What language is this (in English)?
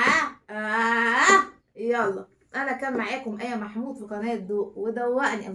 Egyptian Arabic